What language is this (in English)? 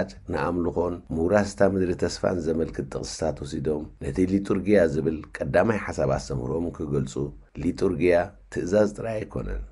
Tigrinya